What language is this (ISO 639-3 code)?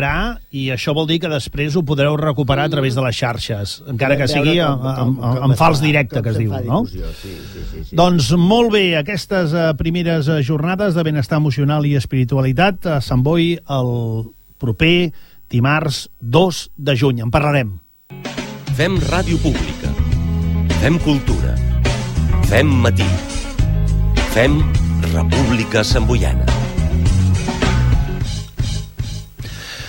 cat